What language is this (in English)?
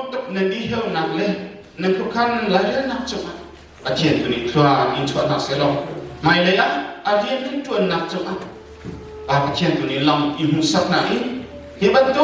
Hakha Chin